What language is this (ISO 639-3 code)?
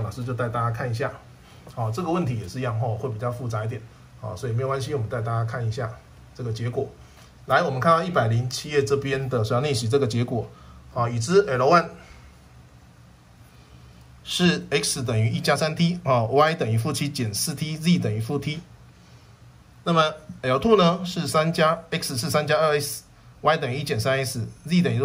zho